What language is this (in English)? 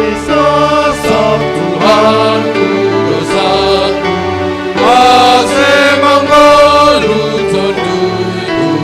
Batak Simalungun